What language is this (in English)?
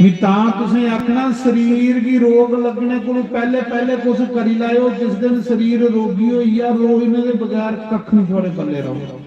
Dogri